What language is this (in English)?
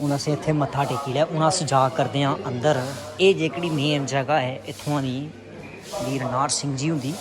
Dogri